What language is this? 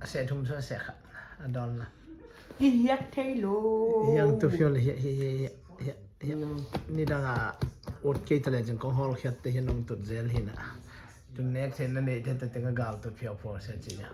Tedim Chin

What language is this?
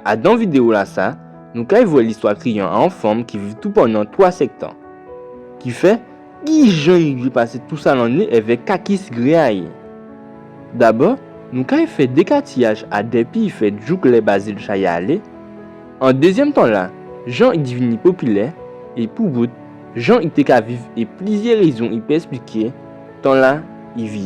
Guadeloupean Creole French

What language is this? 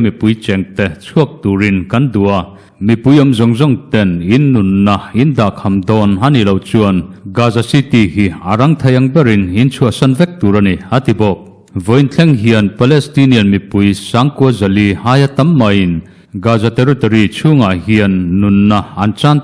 Mizo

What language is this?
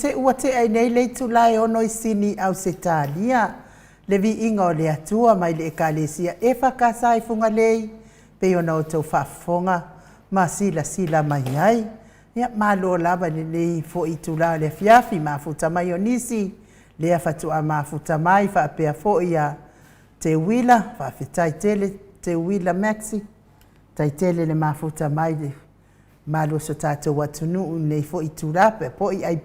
Samoan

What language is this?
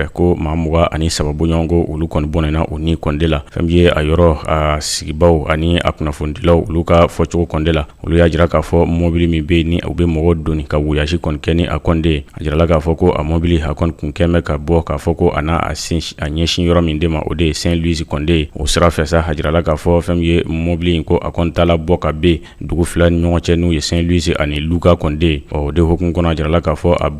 Bambara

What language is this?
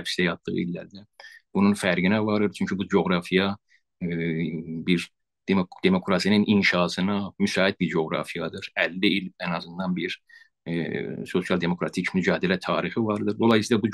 South Azerbaijani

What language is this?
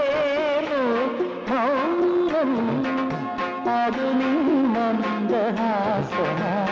Malayalam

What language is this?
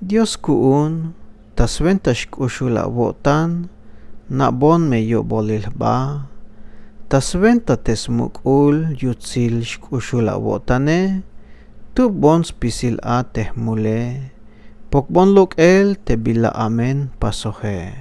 Tzeltal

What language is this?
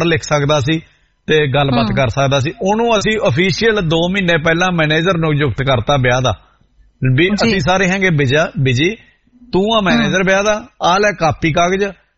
Punjabi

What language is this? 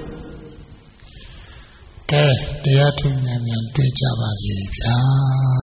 Burmese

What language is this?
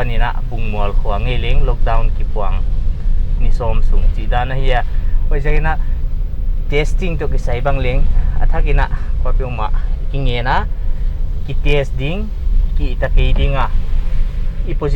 Paite Chin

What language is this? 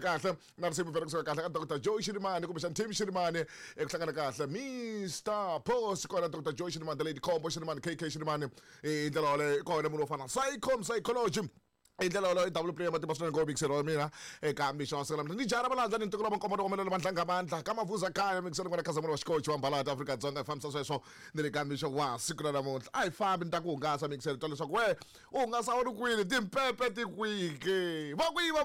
Tsonga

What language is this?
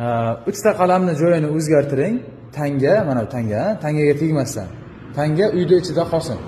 Uzbek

